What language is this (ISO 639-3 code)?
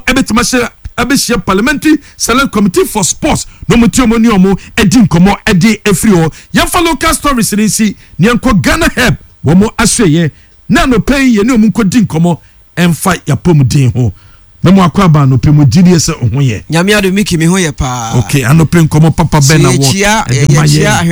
aka